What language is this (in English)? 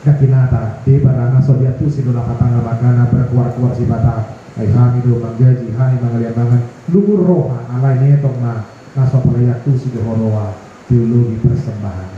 Batak Toba